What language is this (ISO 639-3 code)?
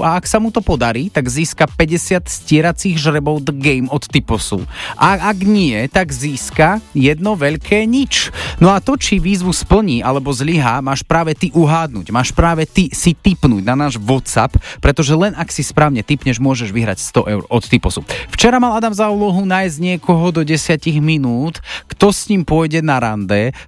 slk